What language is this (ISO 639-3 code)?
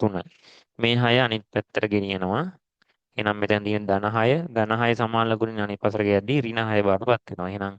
sin